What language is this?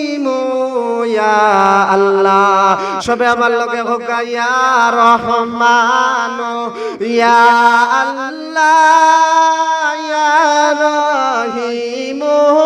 Sylheti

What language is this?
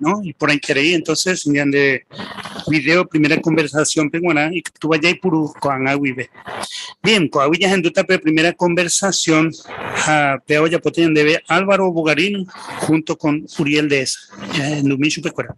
Guarani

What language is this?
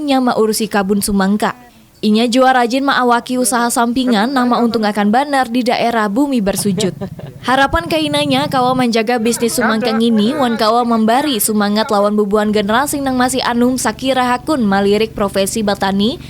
Banjar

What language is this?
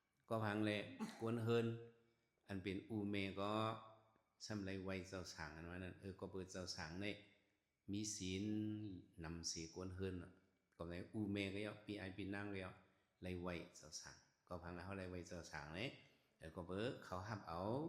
Shan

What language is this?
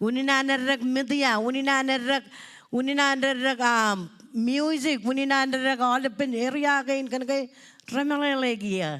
Marshallese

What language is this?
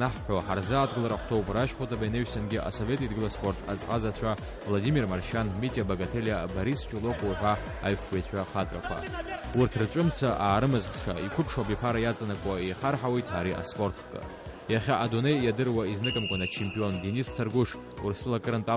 Abkhazian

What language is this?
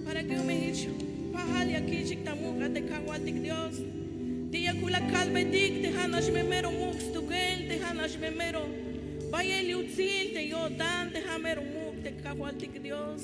Tzeltal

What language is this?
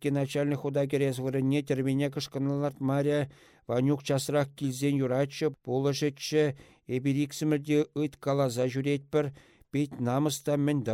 Chuvash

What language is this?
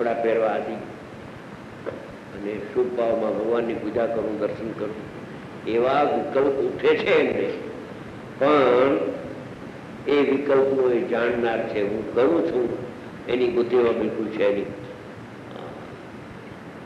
Gujarati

